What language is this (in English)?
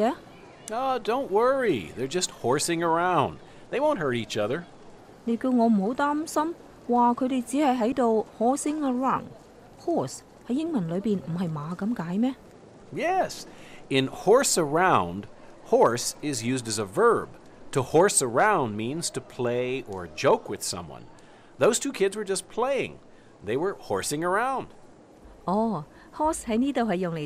Cantonese